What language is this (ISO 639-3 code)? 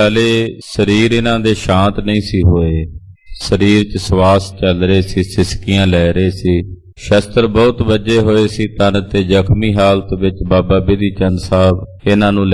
pan